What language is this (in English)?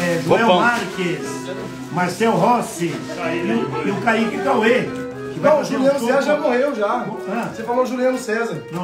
Portuguese